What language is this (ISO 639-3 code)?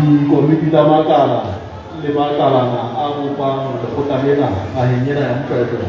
sot